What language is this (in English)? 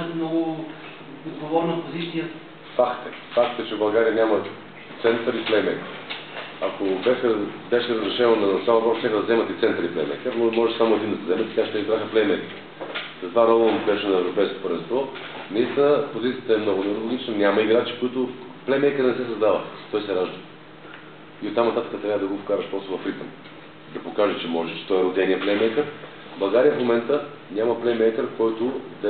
Bulgarian